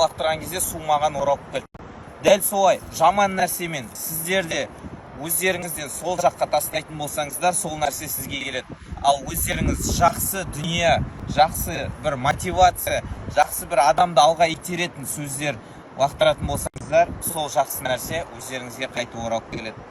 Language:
Kazakh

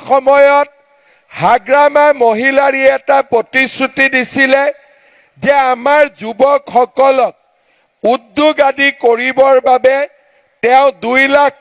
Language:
Assamese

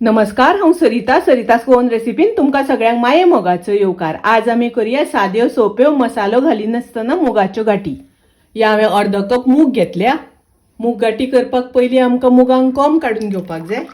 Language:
Konkani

